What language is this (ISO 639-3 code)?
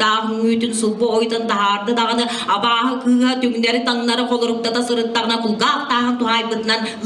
sah